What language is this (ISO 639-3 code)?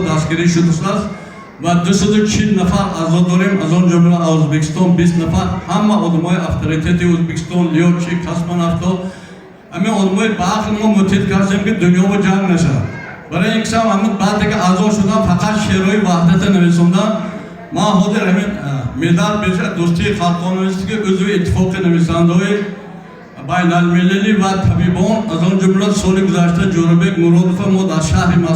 tgk